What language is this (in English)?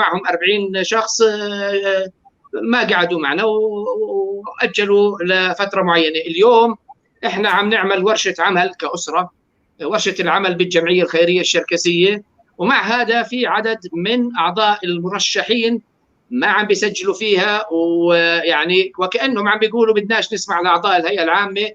North Levantine Arabic